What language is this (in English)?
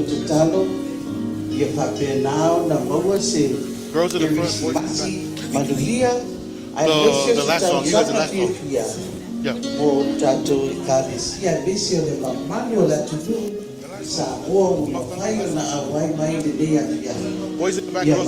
Samoan